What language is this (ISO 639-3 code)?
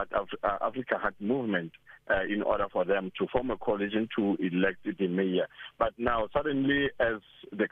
eng